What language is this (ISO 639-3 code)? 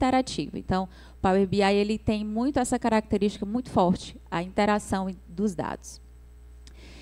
por